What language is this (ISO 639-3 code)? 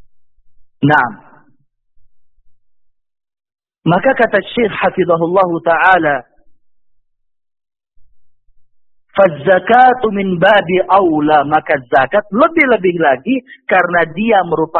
ind